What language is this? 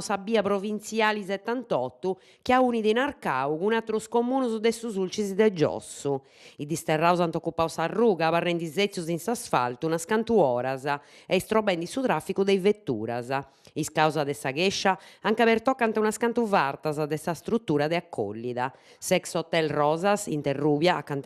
Sardinian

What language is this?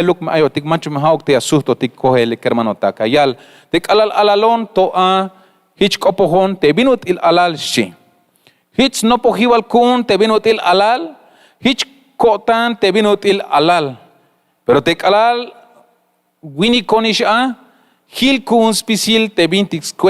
Tzeltal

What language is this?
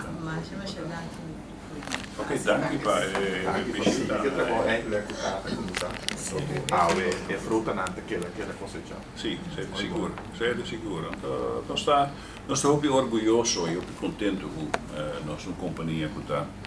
Papiamento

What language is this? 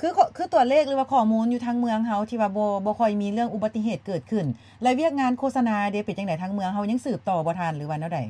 Lao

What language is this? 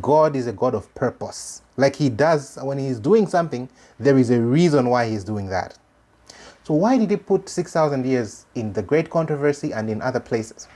English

